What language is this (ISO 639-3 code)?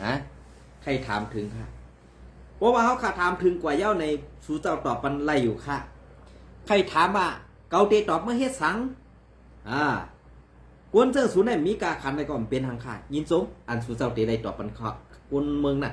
shn